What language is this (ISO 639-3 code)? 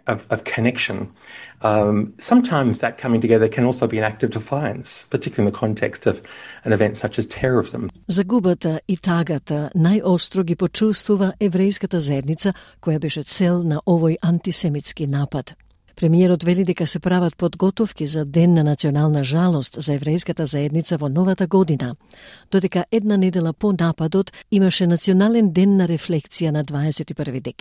mkd